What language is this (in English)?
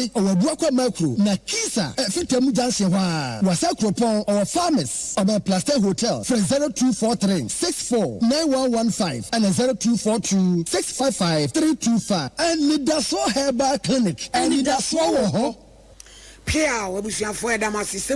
Akan